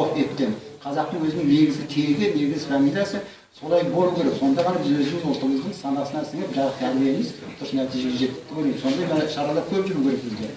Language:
Kazakh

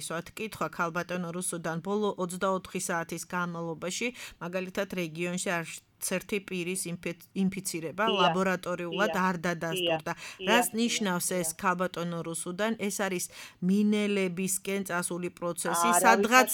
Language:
Georgian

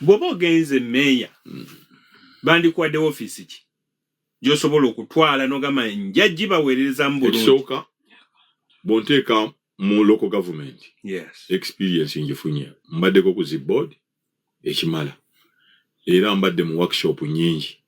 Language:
Ganda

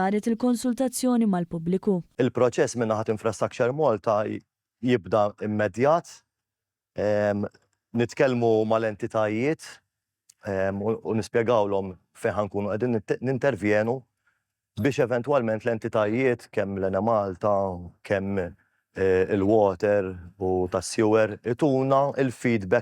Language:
Maltese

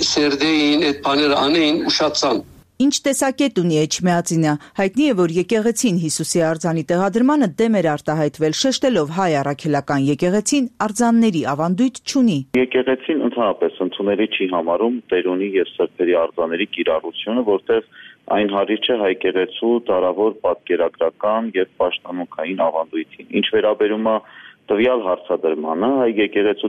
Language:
Armenian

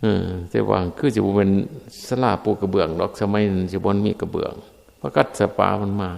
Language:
Northeastern Thai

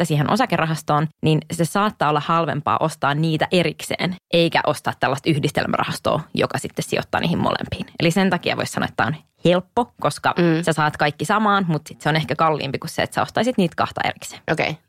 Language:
Finnish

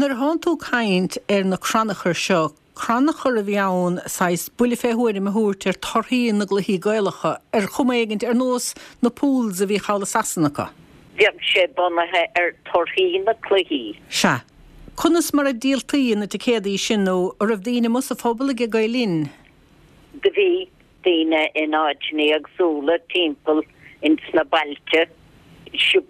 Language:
Irish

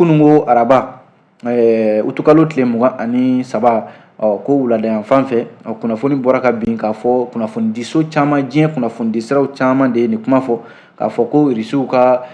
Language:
Bambara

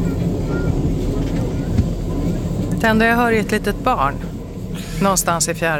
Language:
Swedish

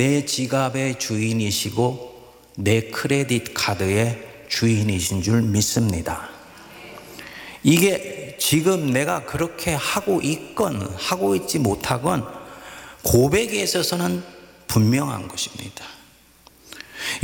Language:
Korean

